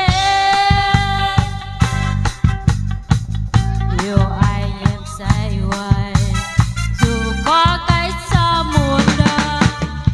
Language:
Vietnamese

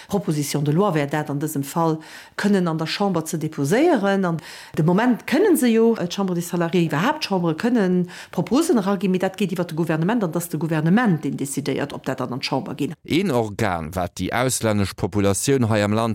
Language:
Luxembourgish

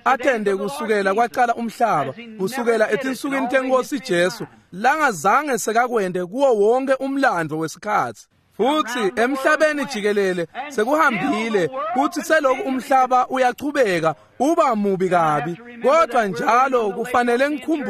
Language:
Swati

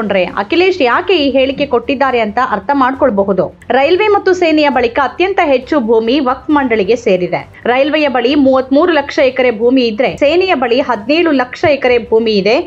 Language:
Kannada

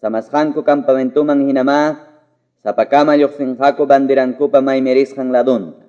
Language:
Quechua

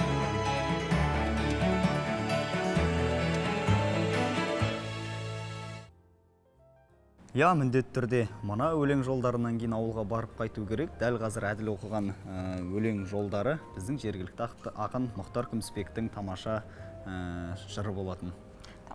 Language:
Kazakh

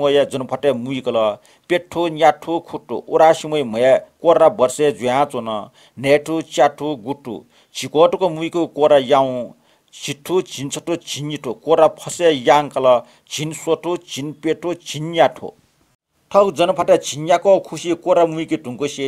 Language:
Newari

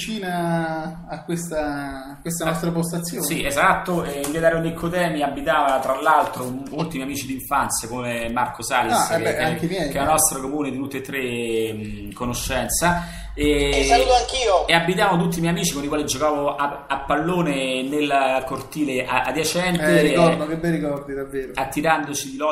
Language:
Italian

